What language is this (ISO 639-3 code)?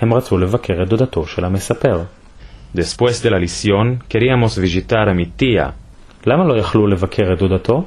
lad